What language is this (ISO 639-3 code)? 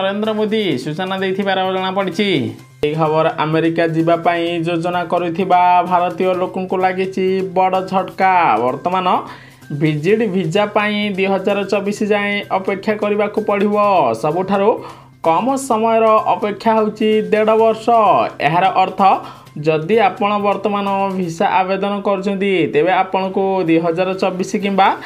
ori